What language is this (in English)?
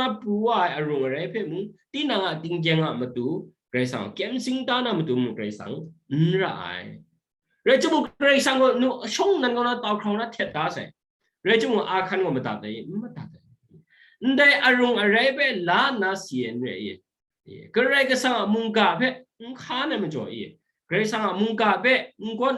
Kachin